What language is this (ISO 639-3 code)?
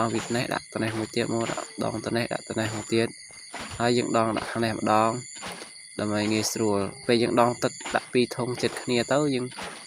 khm